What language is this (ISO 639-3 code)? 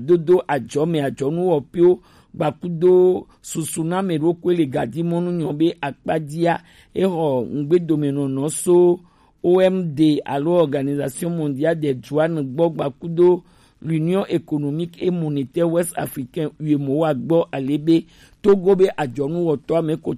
gej